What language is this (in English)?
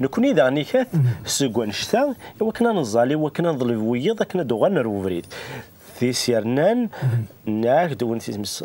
Kabyle